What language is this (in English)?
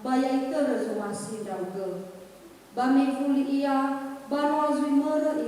Nias